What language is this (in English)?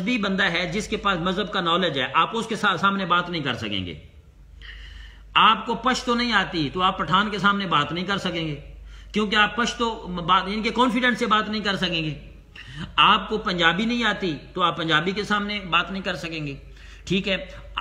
Urdu